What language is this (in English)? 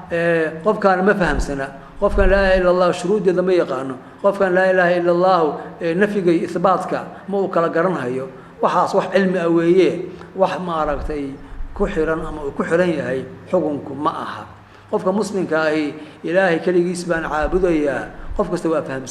Somali